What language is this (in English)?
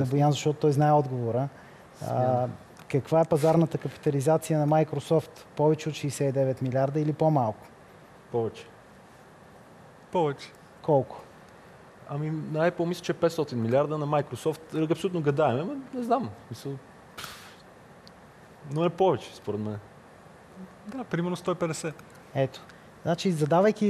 Bulgarian